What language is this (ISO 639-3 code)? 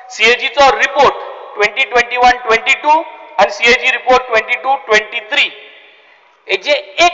kok